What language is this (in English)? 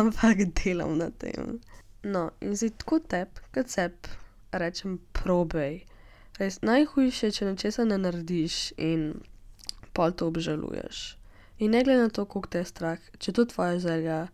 Slovenian